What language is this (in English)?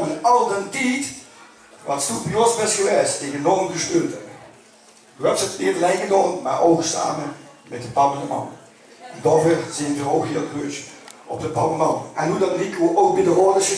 Limburgish